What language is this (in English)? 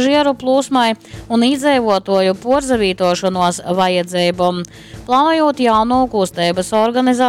Latgalian